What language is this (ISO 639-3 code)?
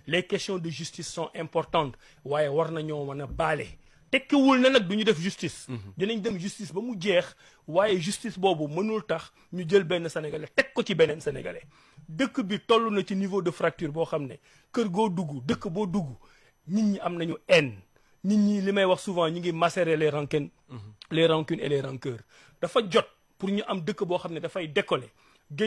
wol